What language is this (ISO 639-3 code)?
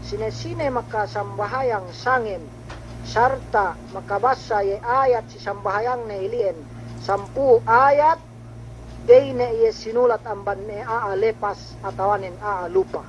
yka